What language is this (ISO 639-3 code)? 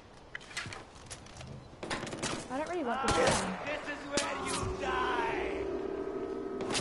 eng